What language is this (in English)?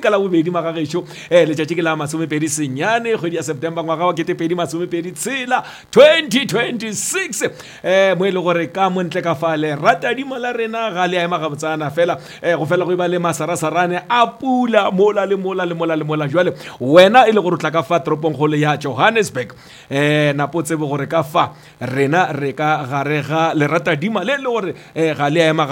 Northern Sotho